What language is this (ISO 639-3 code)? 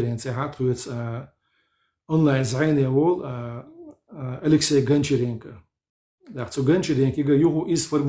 che